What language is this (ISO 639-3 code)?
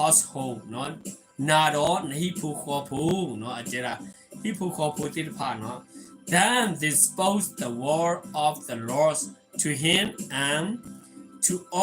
ksw